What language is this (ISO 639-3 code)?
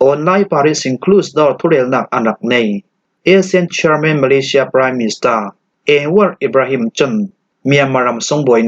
cfm